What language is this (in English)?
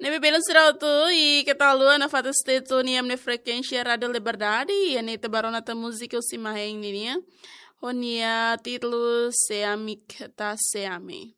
Tetum